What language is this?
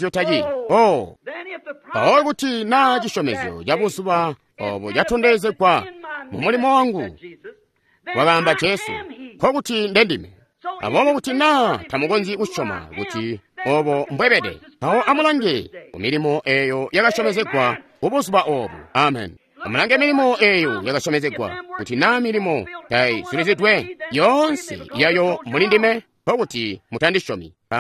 Tonga (Zambia)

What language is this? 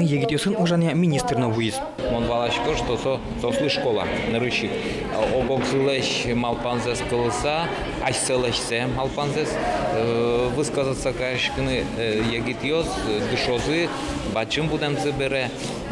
Udmurt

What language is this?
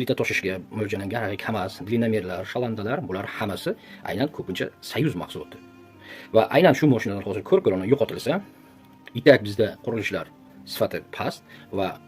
Uzbek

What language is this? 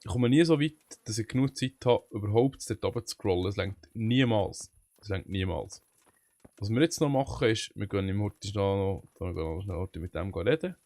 Swiss German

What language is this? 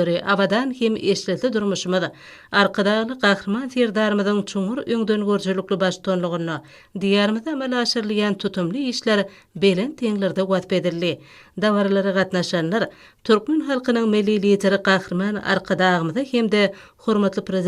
Turkmen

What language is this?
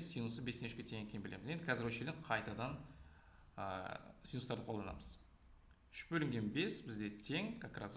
Kazakh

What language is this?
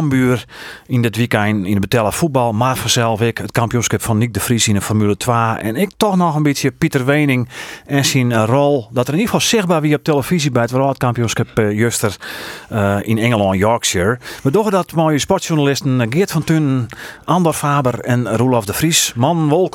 Western Frisian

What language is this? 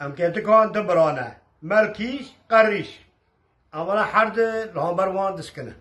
Kurdish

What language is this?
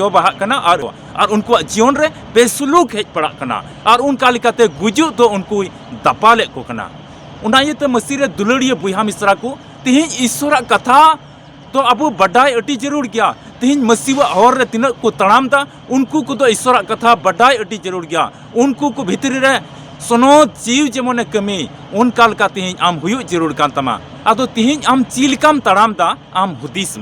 Santali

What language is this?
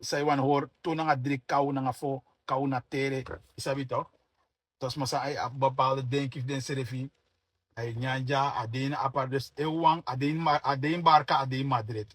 Sranan Tongo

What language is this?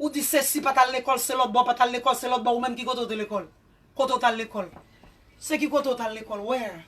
Haitian Creole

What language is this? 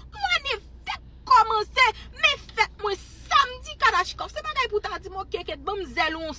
Haitian Creole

